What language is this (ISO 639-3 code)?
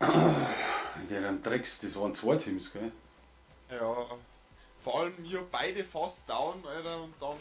bar